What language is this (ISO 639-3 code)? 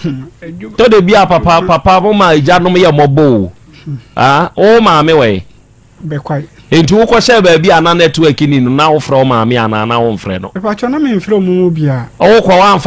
aka